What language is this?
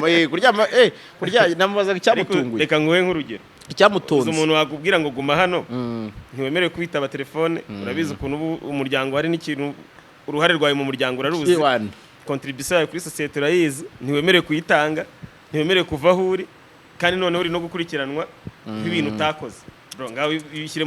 Kinyarwanda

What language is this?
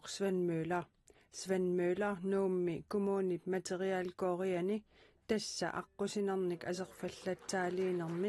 Kalaallisut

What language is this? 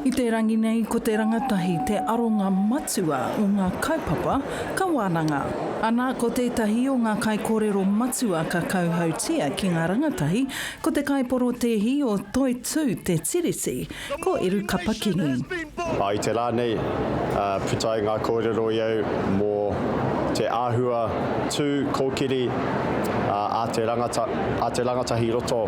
Māori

